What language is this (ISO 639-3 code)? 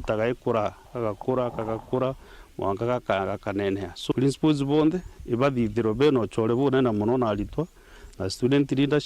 mer